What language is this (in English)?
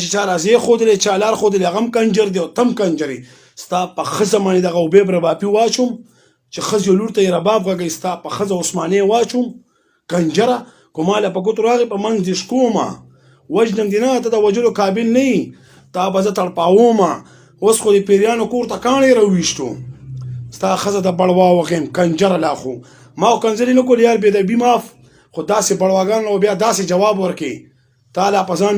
Pashto